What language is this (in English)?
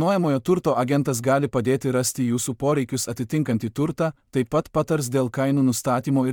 Lithuanian